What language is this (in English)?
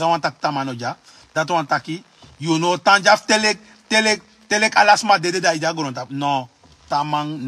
Sranan Tongo